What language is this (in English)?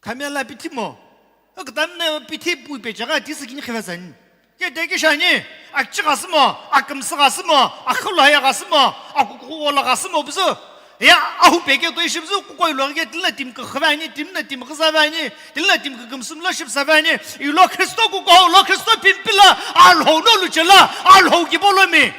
Sumi Naga